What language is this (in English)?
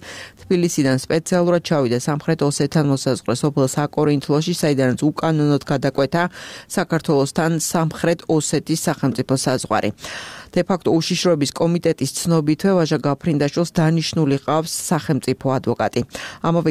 Georgian